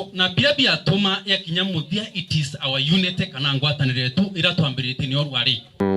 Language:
Meru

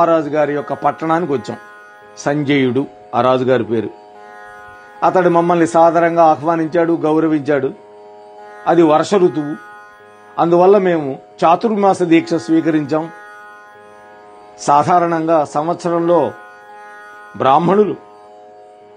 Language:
Telugu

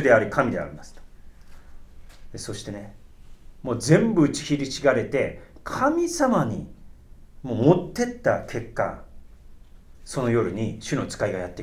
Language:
Japanese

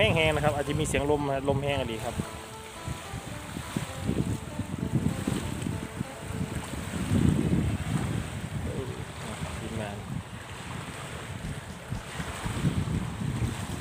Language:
Thai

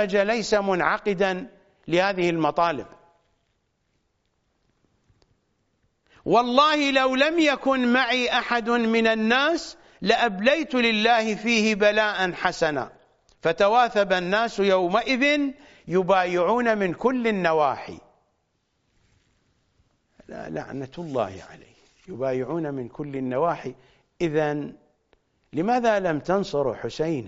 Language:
Arabic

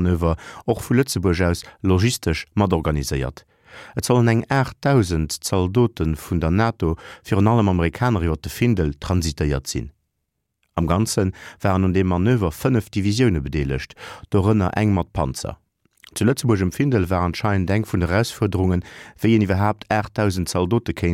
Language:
Luxembourgish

